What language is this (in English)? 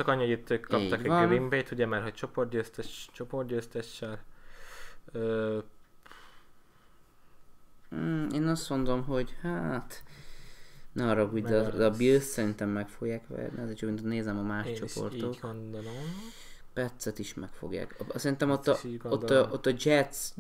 Hungarian